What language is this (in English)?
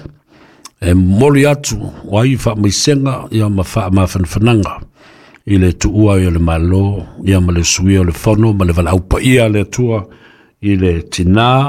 Samoan